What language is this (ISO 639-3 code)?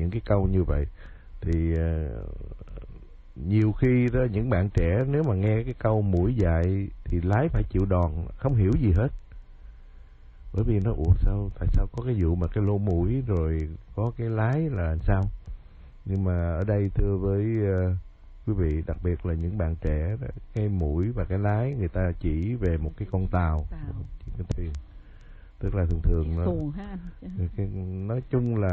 vie